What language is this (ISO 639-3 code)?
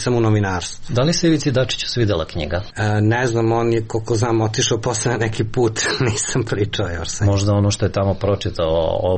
srp